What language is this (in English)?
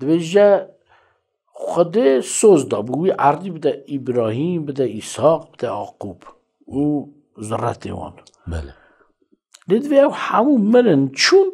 Kurdish